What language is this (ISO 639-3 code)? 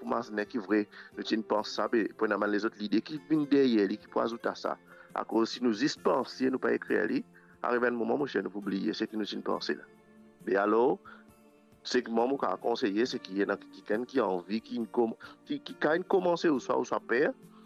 mfe